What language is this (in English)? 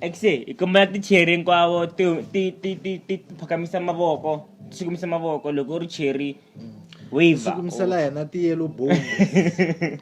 Tsonga